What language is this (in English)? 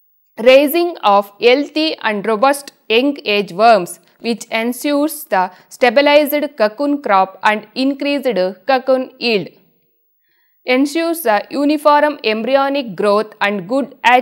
English